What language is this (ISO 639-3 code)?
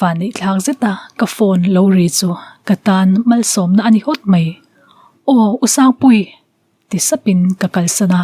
lus